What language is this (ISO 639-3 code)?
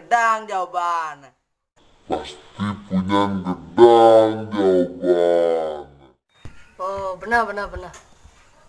ban